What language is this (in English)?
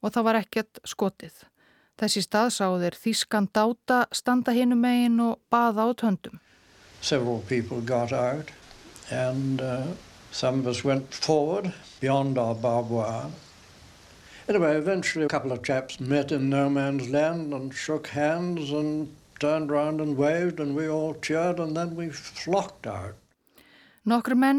Icelandic